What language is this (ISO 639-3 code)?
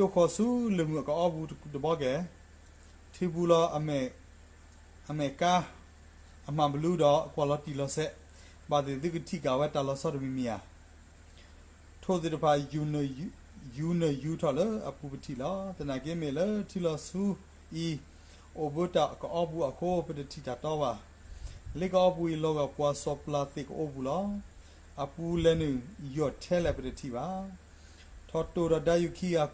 ksw